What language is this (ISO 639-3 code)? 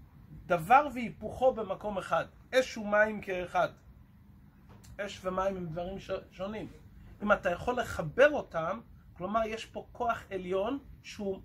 heb